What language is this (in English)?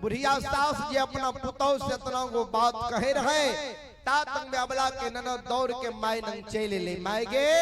Maithili